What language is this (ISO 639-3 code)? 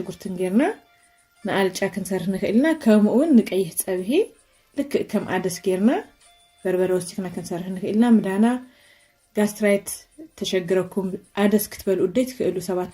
tir